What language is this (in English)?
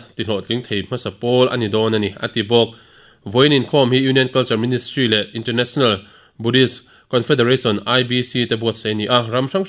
Mizo